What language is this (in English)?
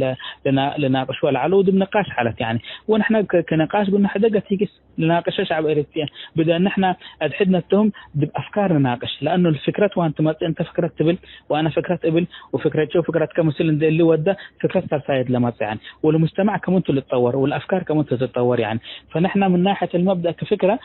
Tigre